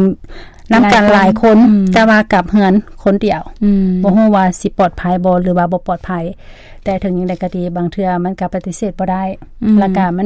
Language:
Lao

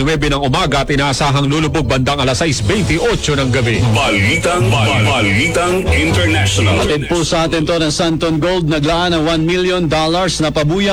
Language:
Filipino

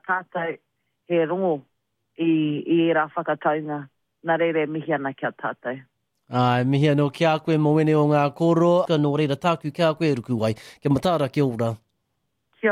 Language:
Māori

